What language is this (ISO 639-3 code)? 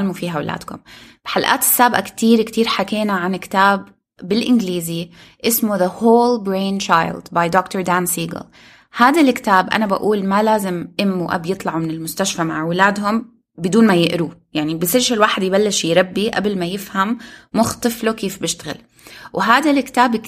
apc